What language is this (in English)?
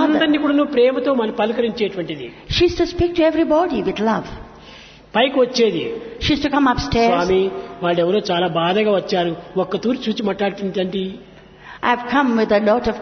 Telugu